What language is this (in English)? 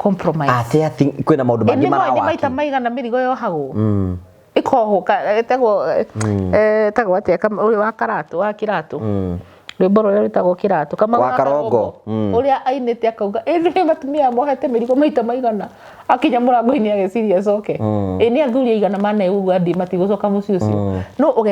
Kikuyu